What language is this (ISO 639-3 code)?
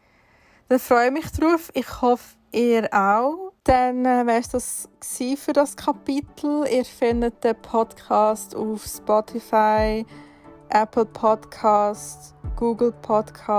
gsw